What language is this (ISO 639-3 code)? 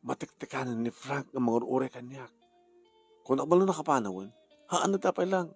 ilo